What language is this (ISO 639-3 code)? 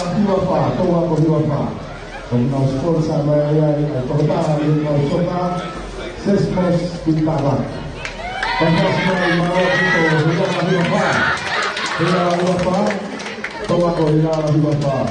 ton